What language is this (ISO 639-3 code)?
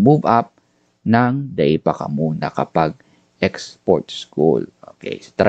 bik